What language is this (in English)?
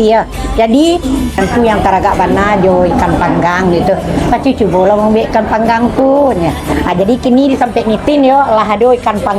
Minangkabau